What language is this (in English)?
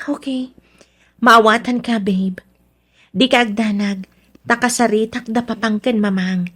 Iloko